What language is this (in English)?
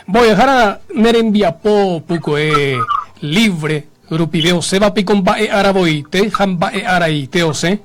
Guarani